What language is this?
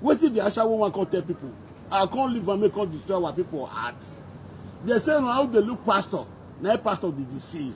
Nigerian Pidgin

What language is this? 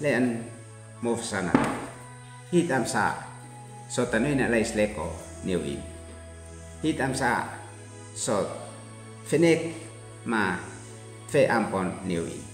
Uab Meto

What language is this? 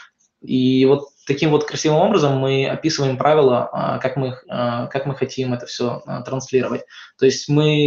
Russian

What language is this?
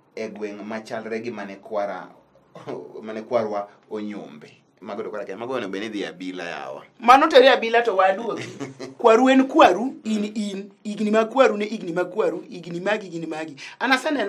Luo (Kenya and Tanzania)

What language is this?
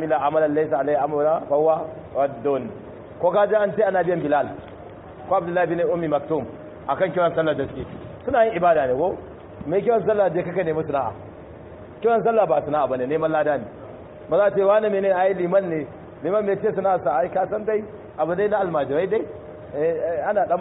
Hausa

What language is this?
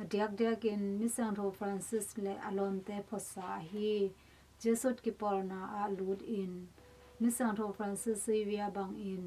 Tedim Chin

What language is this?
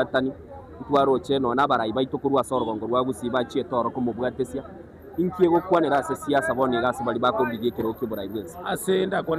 Gusii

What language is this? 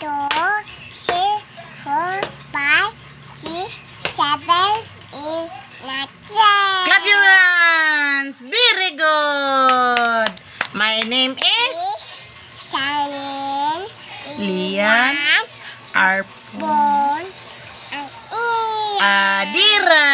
Cebuano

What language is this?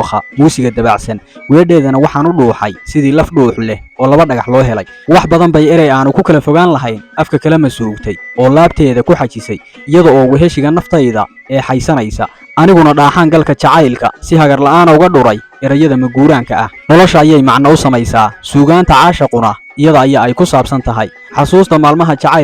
Somali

